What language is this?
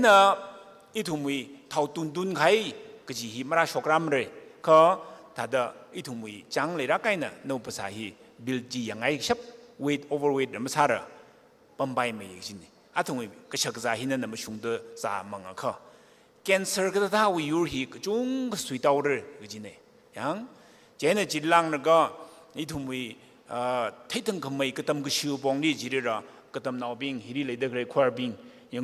Tangkhul Naga (India)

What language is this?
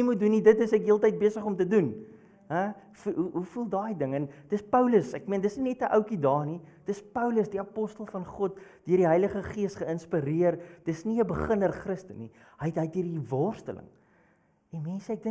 Afrikaans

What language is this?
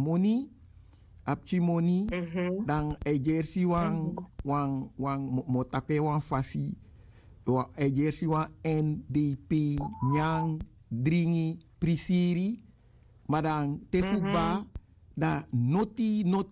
Sranan Tongo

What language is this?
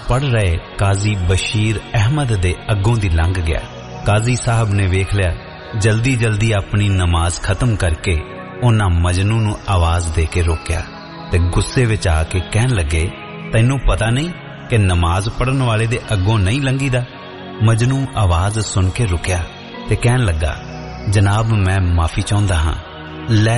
Punjabi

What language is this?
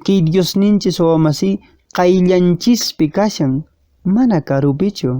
Quechua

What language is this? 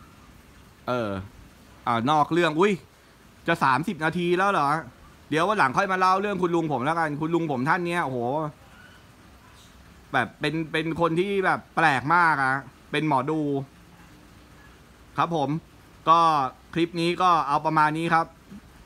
Thai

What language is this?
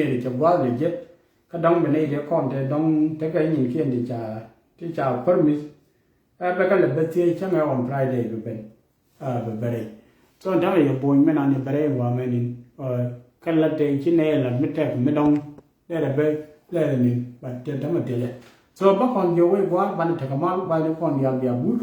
Nuer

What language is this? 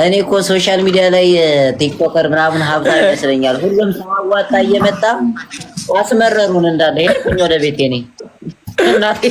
Amharic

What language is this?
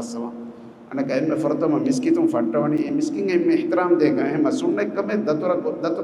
Divehi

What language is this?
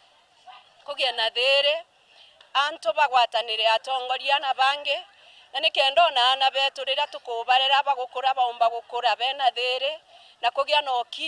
Meru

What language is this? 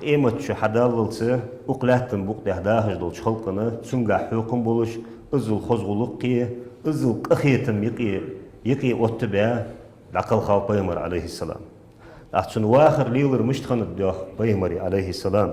Ingush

